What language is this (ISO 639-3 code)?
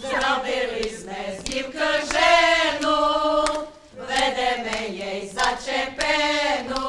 rue